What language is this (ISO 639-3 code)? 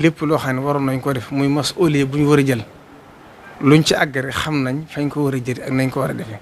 wol